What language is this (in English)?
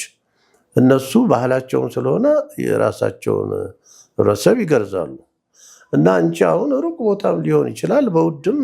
Amharic